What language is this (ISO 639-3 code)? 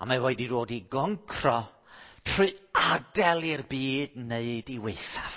cym